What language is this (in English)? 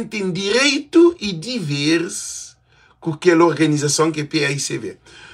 Kabuverdianu